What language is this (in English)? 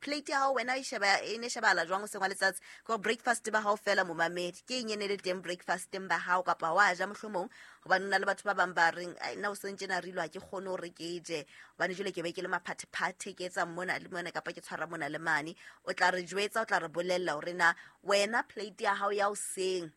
Southern Sotho